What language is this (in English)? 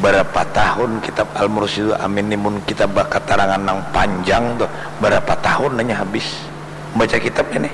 Banjar